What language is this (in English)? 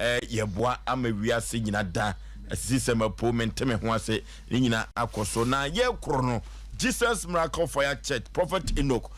Akan